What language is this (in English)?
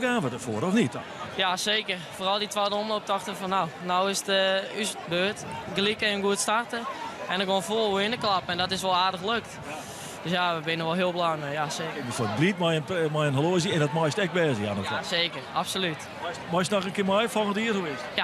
Western Frisian